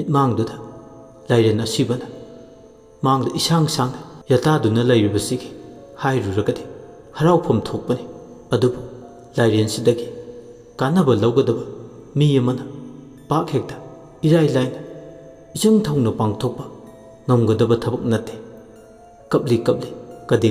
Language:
Manipuri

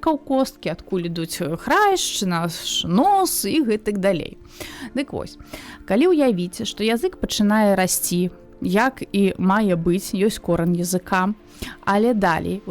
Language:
Belarusian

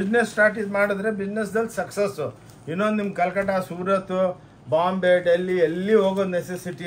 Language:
Kannada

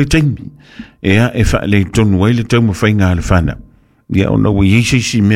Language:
Samoan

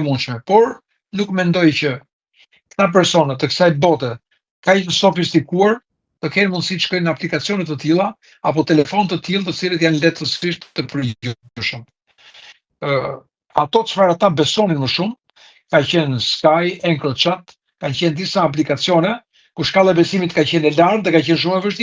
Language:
Albanian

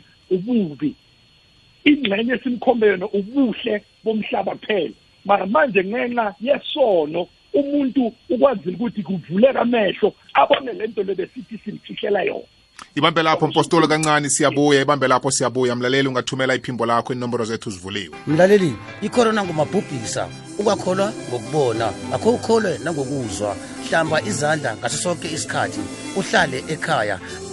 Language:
South Ndebele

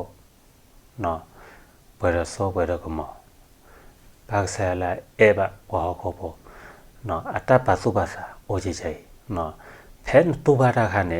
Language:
S'gaw Karen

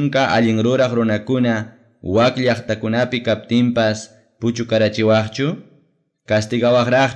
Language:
Ayacucho Quechua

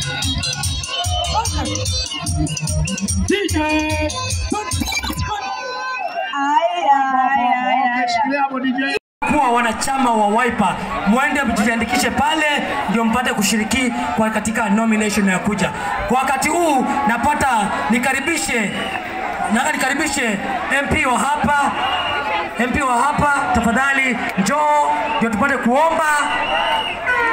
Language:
Swahili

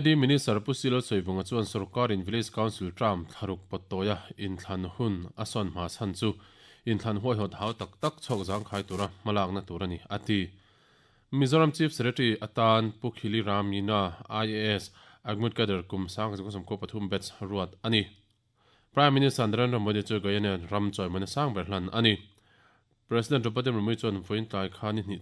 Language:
Mizo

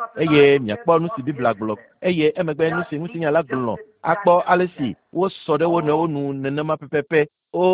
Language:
Ewe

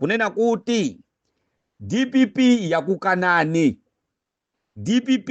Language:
Nyanja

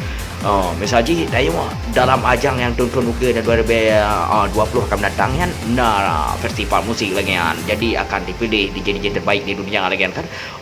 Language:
Achinese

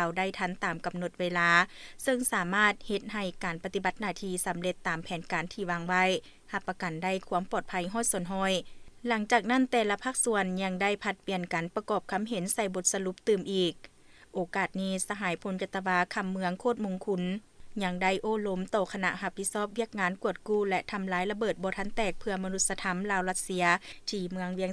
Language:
Lao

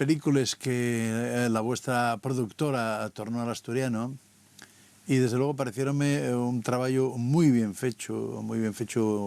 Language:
Asturian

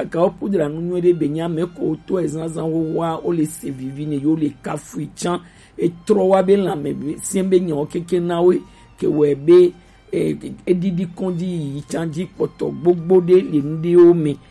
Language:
Gen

